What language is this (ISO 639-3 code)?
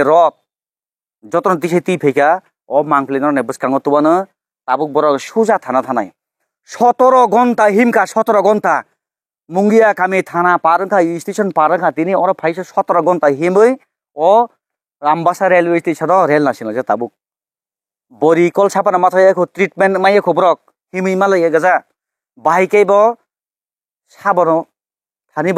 trp